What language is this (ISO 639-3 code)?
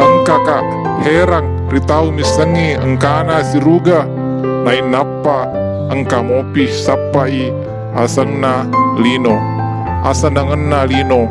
bug